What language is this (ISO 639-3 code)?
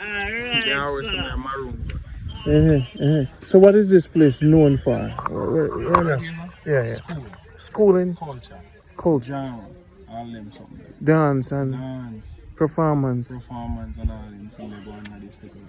jam